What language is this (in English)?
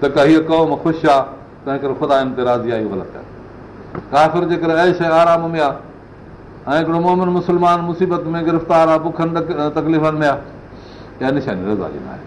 Sindhi